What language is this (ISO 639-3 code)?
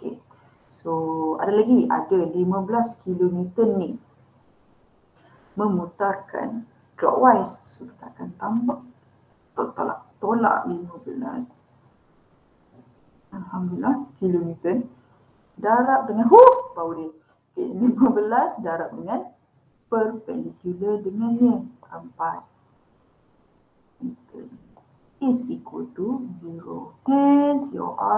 msa